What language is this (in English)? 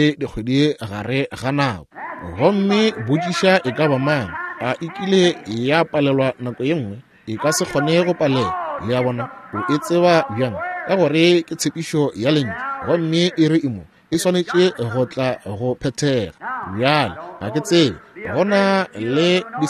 Northern Sotho